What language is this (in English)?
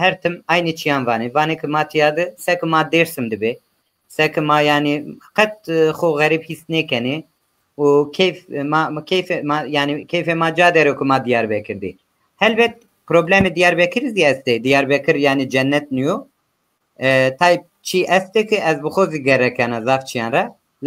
Zaza